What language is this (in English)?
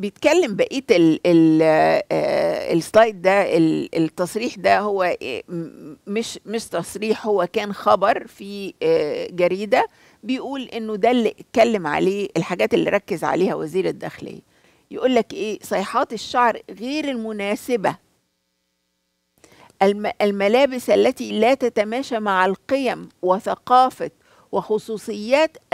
Egyptian Arabic